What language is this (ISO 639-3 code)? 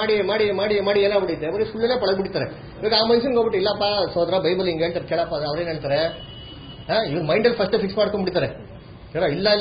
kan